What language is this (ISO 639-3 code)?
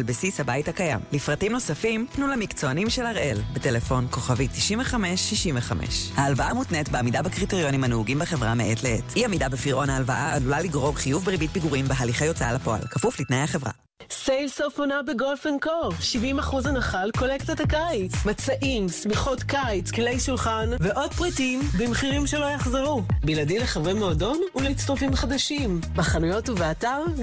heb